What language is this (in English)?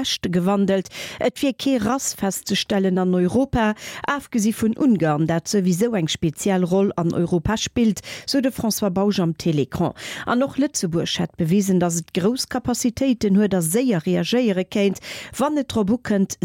Luxembourgish